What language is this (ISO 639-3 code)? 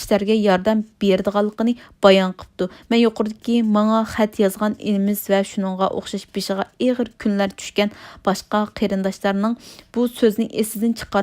uig